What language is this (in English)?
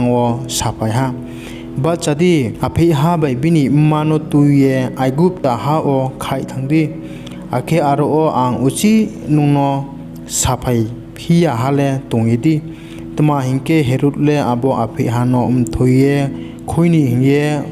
Riang (India)